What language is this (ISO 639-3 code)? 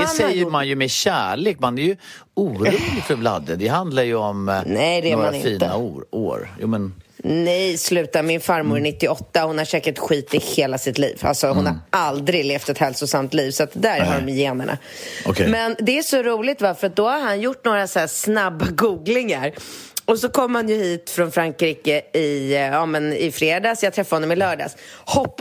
swe